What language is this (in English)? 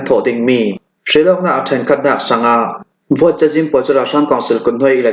Hakha Chin